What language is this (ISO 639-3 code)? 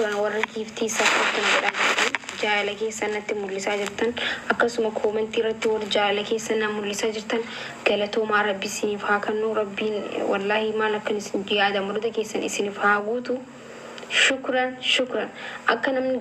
orm